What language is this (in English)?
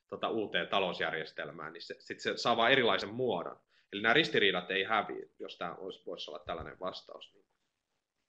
Finnish